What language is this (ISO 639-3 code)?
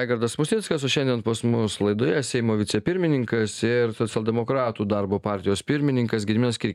lit